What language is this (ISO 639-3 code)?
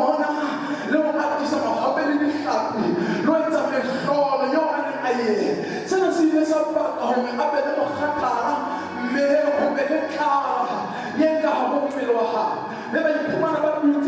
sot